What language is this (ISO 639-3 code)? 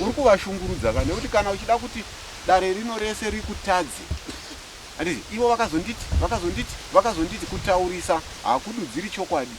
sna